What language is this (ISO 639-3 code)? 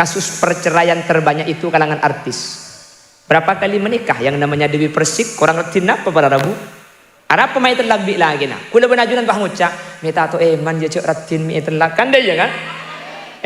mad